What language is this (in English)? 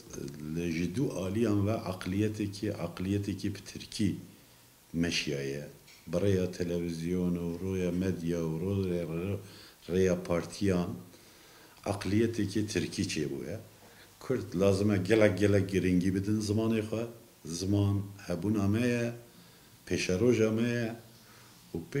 Kurdish